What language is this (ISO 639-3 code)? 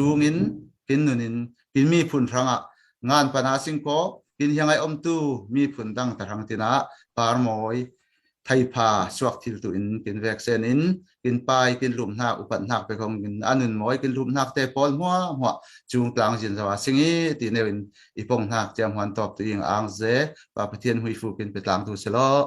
cfm